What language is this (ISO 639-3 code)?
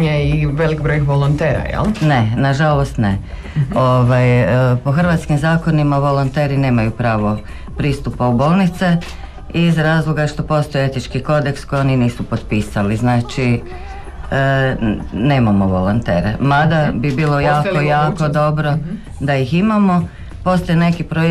hrv